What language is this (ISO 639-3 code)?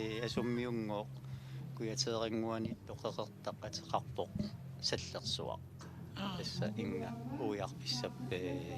kal